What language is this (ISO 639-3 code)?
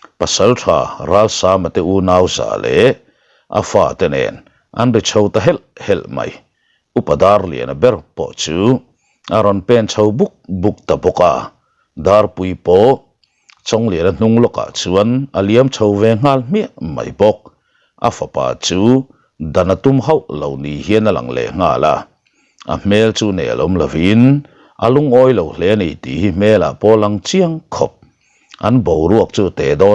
lus